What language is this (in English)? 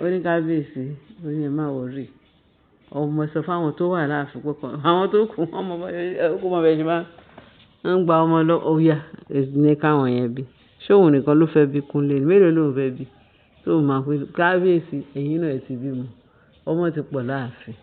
Yoruba